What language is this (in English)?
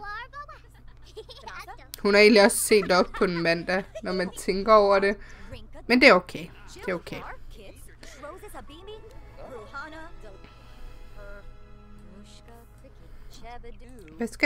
Danish